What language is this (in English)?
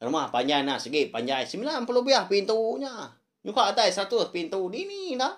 Iban